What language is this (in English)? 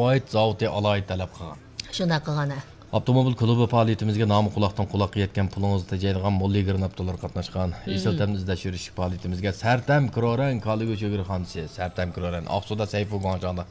Uyghur